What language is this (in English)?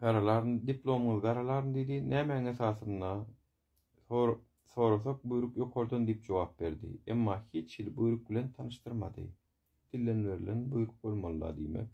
Turkmen